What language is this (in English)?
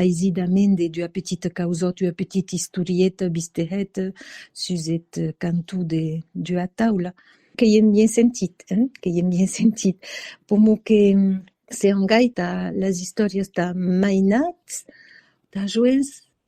Occitan